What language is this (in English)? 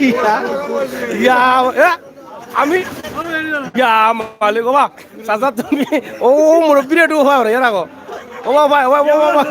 Sylheti